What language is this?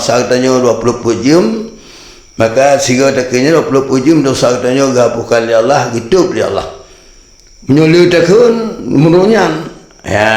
Achinese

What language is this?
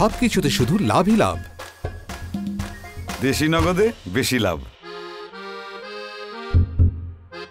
Bangla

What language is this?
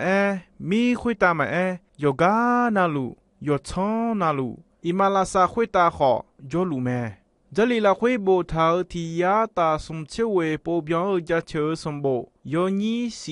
Akha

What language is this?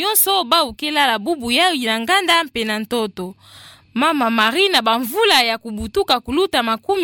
Kituba (Democratic Republic of Congo)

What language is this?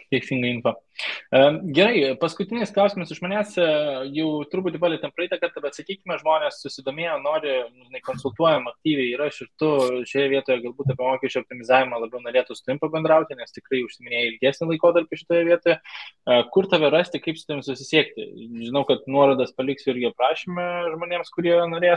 Lithuanian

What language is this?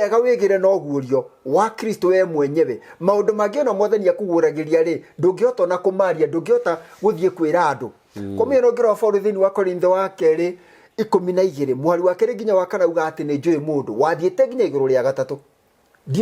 Kikuyu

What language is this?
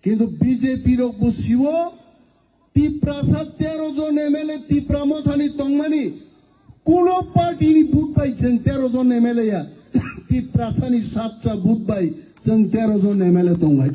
Kok Borok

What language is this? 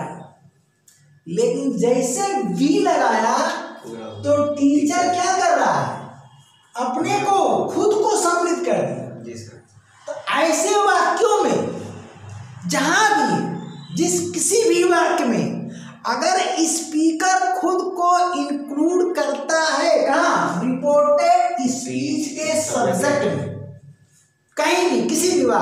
Hindi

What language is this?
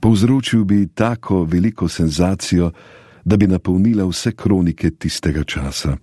Slovenian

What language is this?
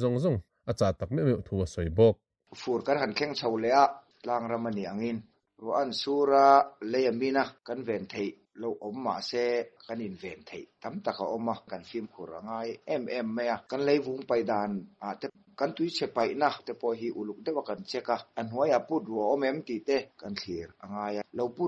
Mizo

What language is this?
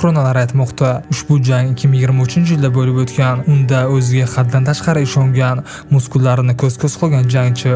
Uzbek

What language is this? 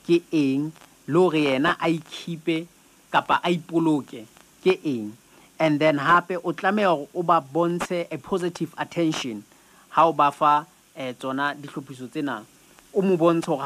Southern Sotho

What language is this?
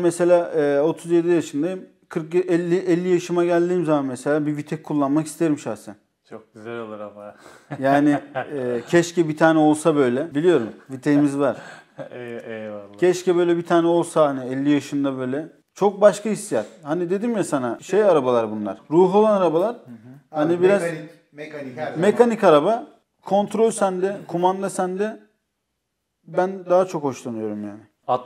Turkish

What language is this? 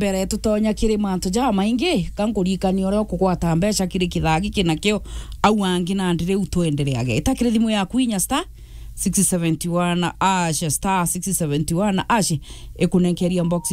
Meru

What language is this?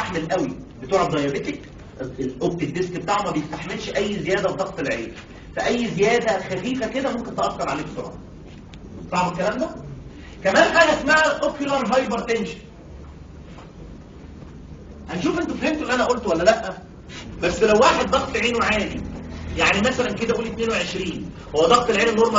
Egyptian Arabic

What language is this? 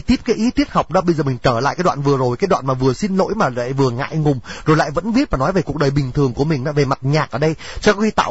Vietnamese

